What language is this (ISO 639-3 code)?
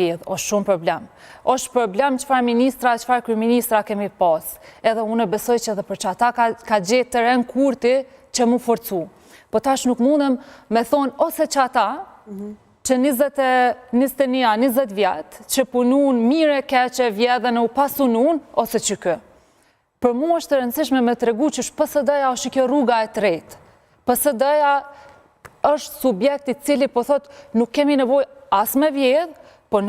sqi